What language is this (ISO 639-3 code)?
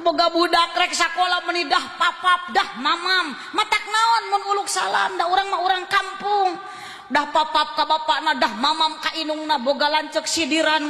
sun